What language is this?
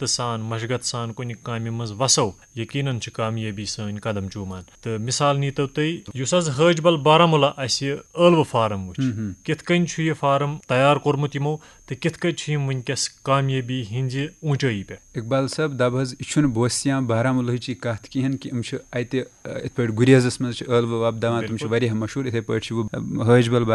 Kashmiri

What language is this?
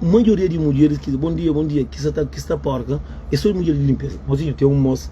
Kabuverdianu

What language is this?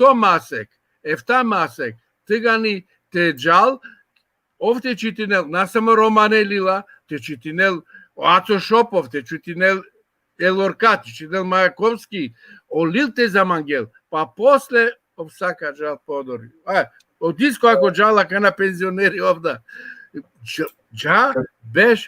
Balkan Romani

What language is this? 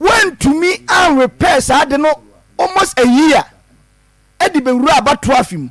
Akan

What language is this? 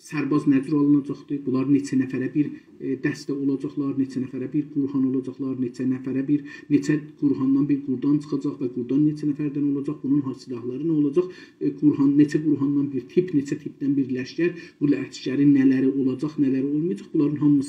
South Azerbaijani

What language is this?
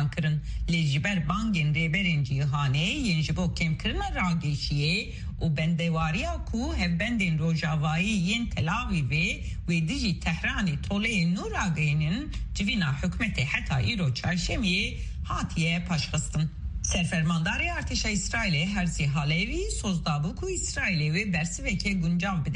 Kurdish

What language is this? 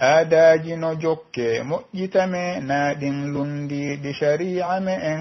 Pular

